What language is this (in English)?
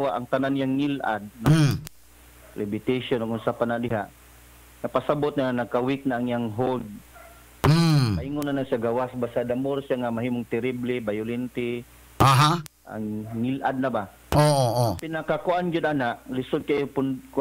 Cebuano